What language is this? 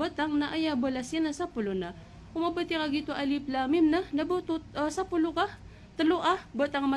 Maranao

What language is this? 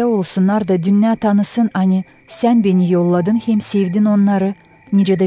Gagauz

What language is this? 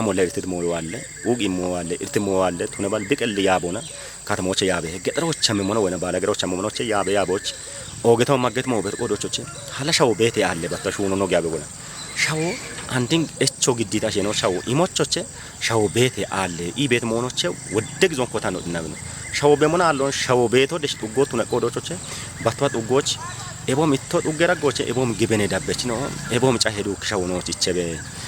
Kafa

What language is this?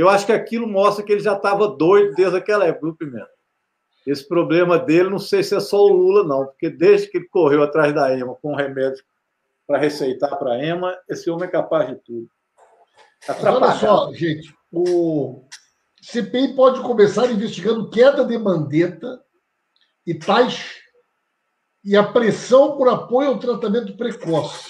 Portuguese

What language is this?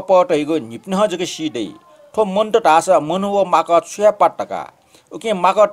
Newari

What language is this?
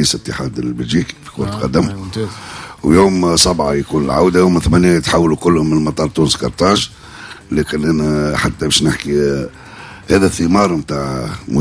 Tunisian Arabic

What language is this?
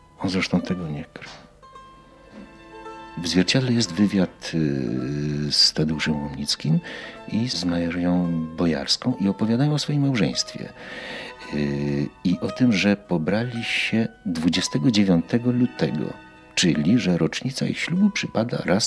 Polish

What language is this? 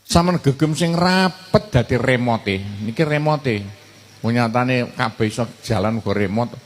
Javanese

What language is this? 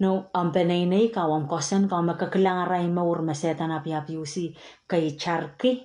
Pohnpeian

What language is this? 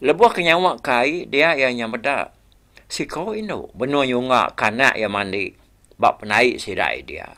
Iban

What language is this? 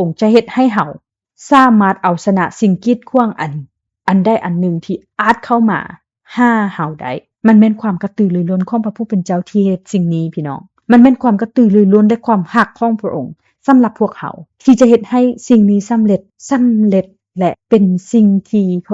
Lao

